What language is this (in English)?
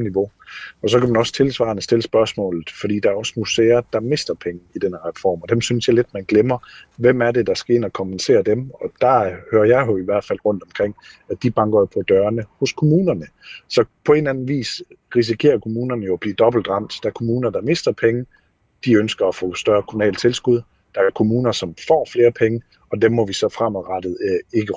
Danish